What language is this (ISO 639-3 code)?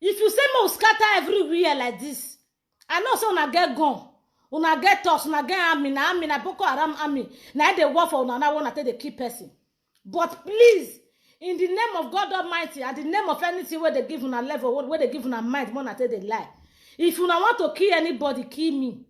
pcm